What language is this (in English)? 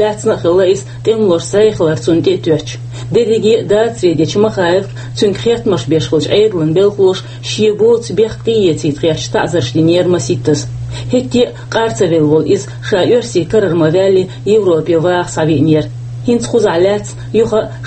Chechen